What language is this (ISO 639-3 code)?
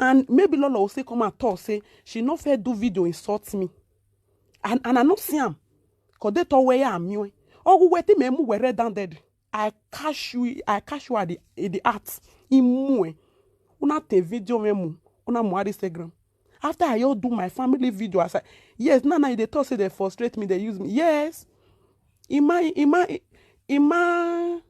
pcm